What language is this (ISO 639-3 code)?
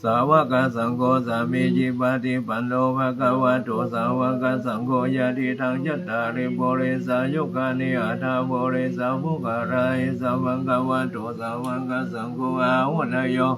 pli